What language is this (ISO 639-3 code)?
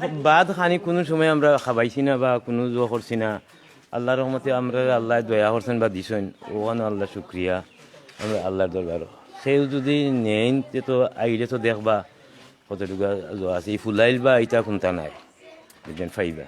syl